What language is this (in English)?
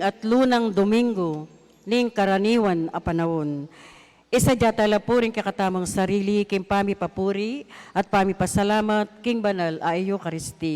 Pampanga